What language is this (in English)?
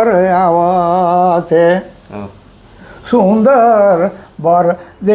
Sadri